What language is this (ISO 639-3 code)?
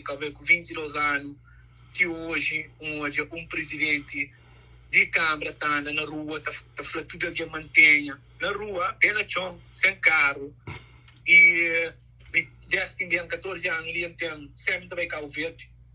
kea